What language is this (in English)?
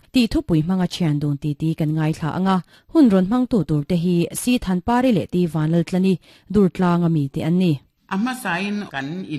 Mizo